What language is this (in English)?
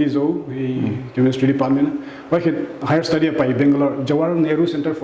Paite Chin